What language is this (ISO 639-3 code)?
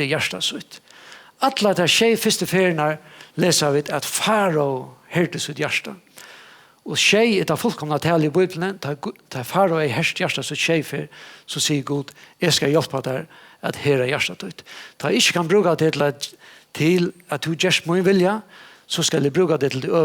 fao